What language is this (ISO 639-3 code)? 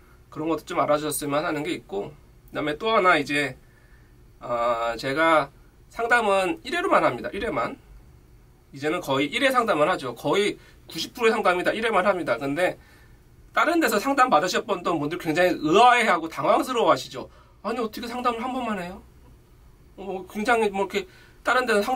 kor